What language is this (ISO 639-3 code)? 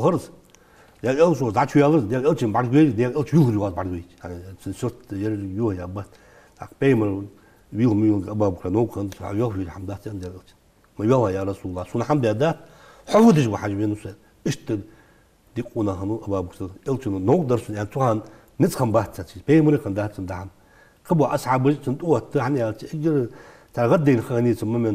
inh